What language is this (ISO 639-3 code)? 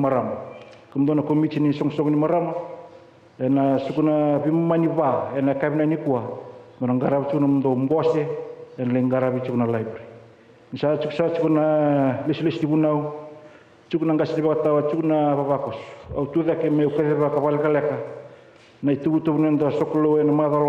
fij